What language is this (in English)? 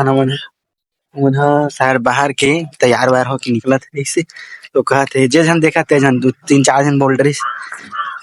Chhattisgarhi